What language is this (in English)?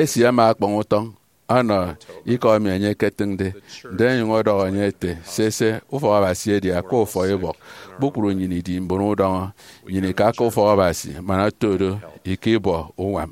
Efik